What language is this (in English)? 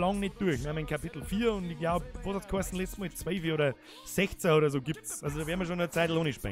Bavarian